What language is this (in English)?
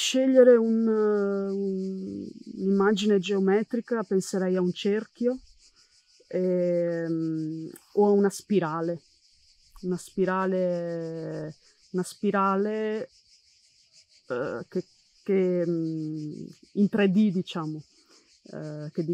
Italian